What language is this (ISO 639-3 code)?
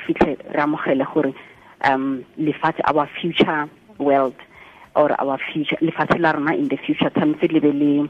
tsn